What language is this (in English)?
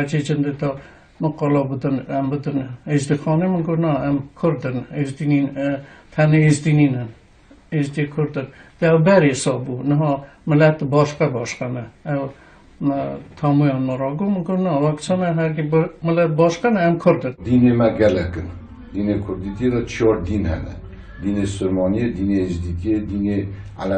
Kurdish